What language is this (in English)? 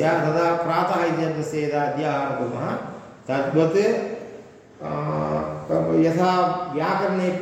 Sanskrit